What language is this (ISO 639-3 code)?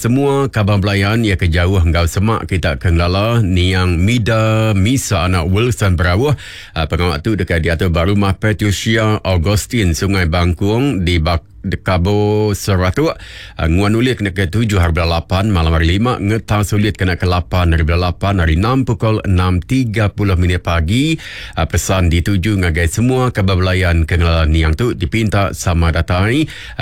iba